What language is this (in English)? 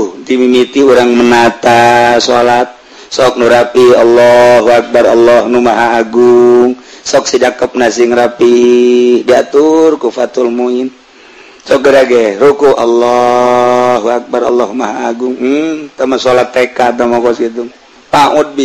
Sundanese